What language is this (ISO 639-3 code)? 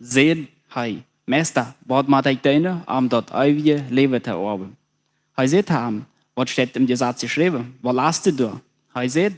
pdt